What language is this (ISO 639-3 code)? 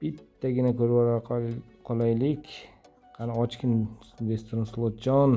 uzb